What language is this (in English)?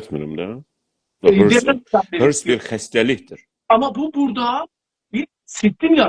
South Azerbaijani